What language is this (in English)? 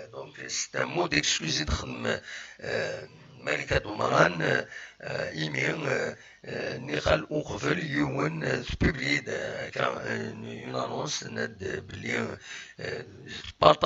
Kabyle